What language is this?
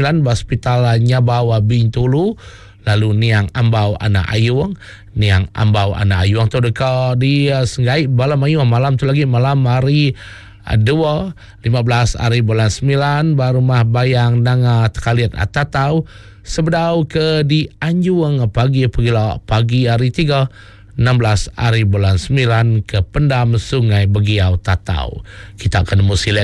Iban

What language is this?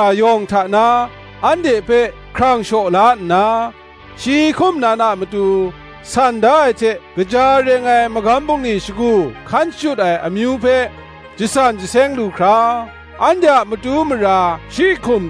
Kachin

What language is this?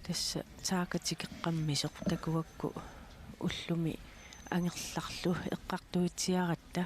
Kalaallisut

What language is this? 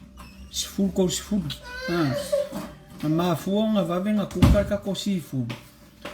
Samoan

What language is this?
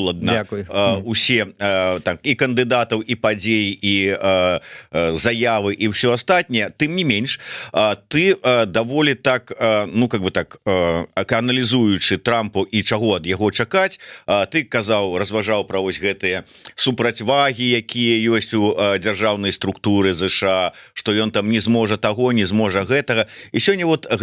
Belarusian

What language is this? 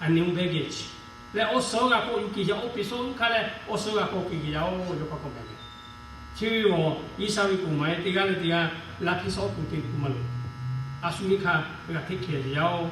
Lahu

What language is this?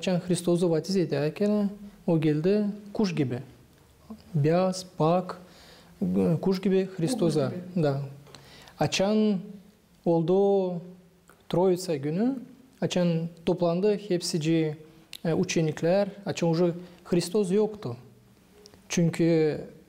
Gagauz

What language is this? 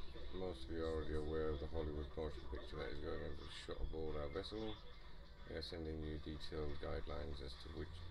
English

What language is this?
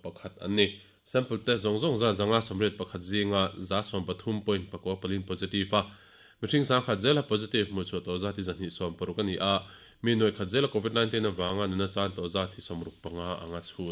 Mizo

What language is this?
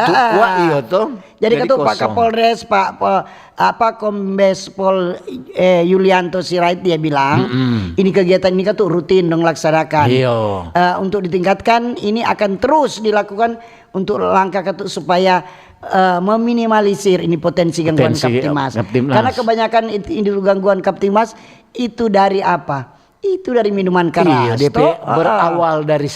Manado Malay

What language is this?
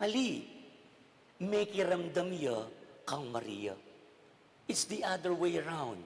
Pampanga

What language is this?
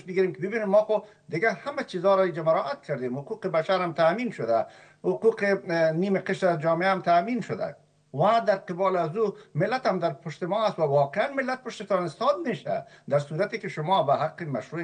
Persian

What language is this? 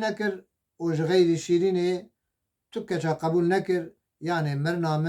Kurdish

